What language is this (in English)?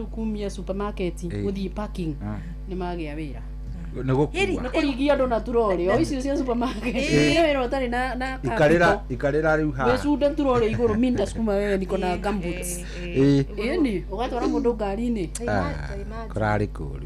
Kikuyu